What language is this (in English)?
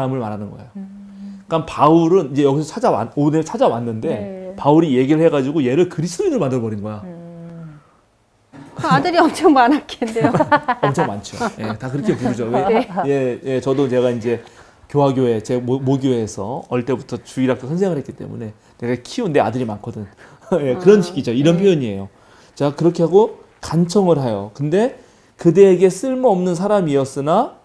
Korean